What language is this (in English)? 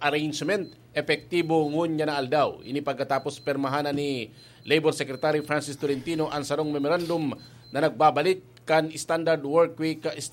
Bikol